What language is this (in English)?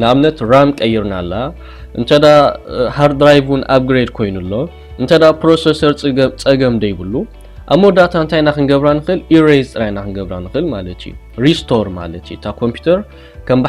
Tigrinya